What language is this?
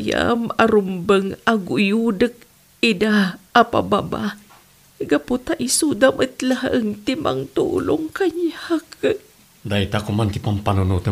Iloko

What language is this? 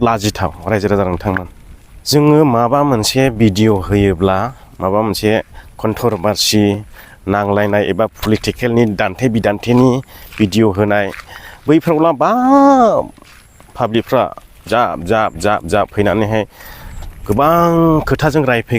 Bodo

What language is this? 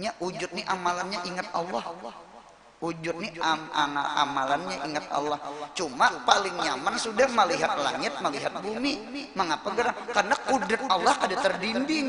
Banjar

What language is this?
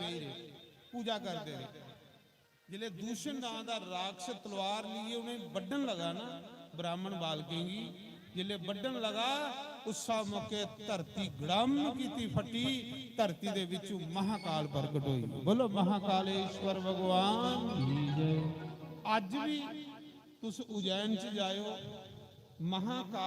Dogri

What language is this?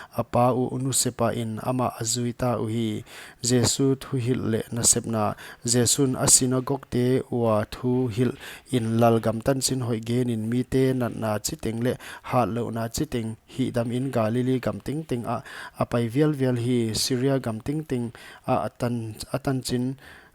Paite Chin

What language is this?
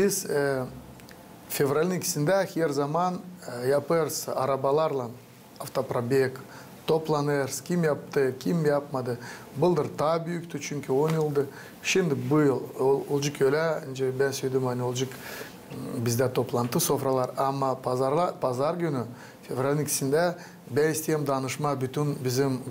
Gagauz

